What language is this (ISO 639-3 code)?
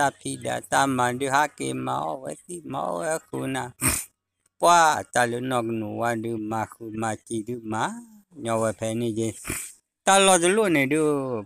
ksw